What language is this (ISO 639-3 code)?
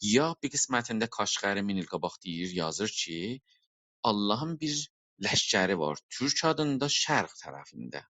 azb